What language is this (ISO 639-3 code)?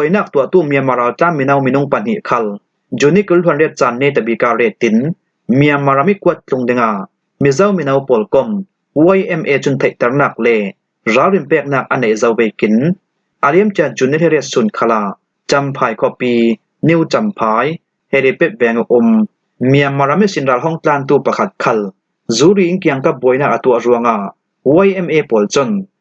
cfm